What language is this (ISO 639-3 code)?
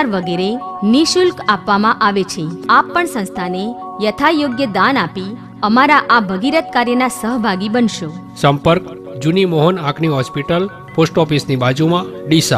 guj